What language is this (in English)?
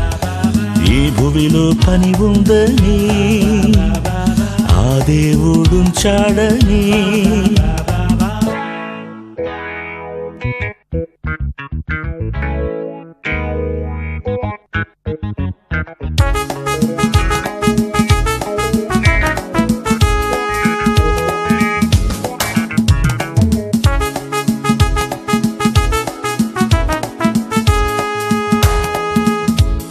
Telugu